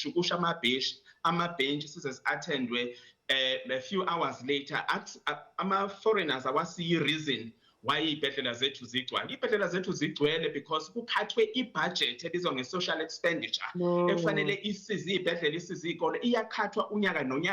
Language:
Zulu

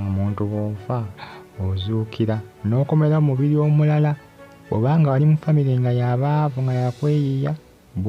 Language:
Ganda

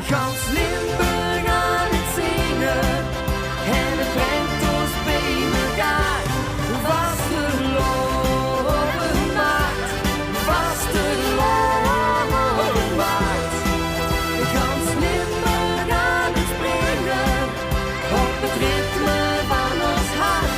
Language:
Limburgish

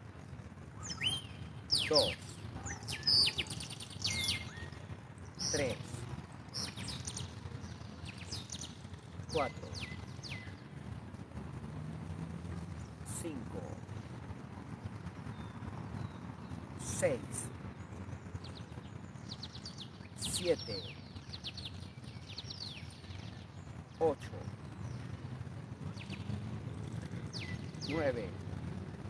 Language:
Spanish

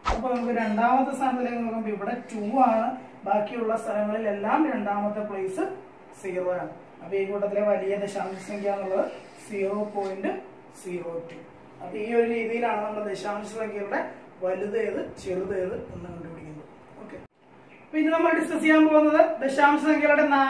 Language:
Malayalam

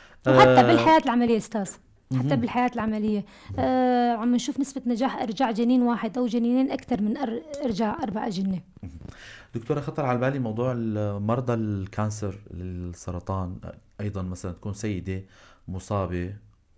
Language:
North Levantine Arabic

